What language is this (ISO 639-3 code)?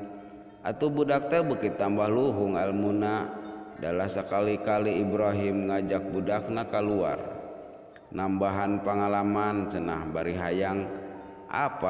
sun